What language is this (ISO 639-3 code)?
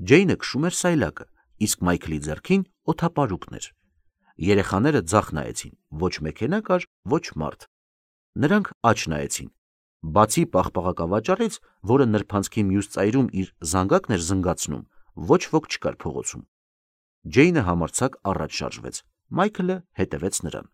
hye